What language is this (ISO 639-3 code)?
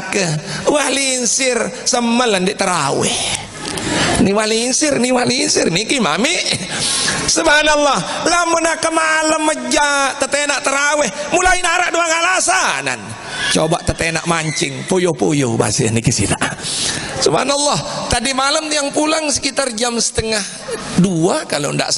sas